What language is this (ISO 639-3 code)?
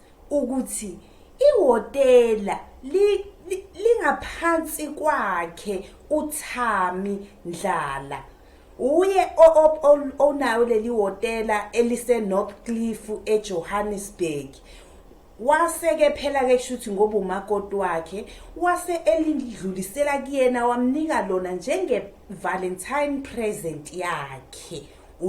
zul